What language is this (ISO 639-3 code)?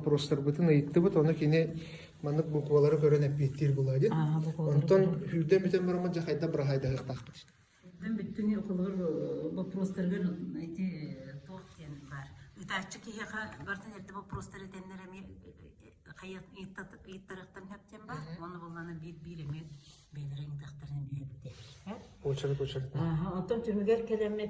sah